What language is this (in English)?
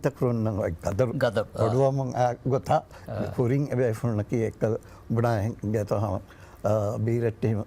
Divehi